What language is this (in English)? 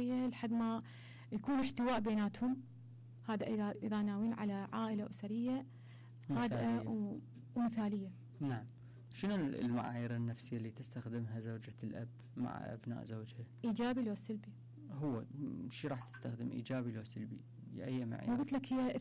Mesopotamian Arabic